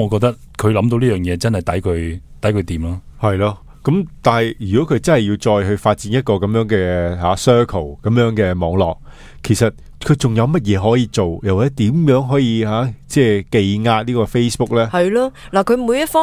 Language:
Cantonese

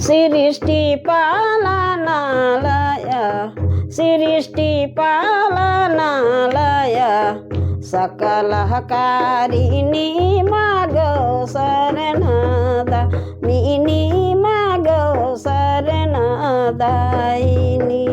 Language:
Sadri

